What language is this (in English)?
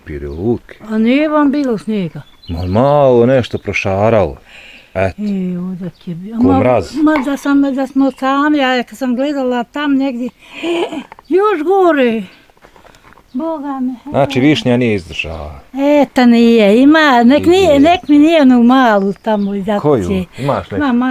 Bosnian